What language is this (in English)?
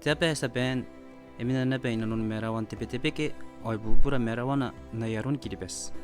Gilbertese